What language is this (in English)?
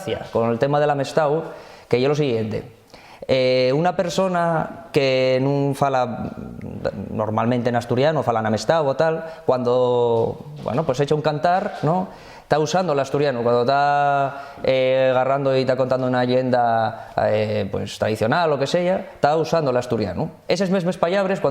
Asturian